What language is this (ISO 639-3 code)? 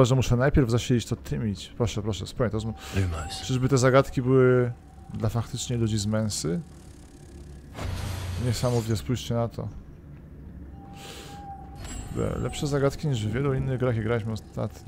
pol